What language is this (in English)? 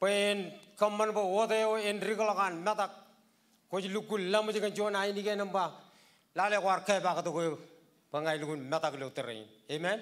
Marshallese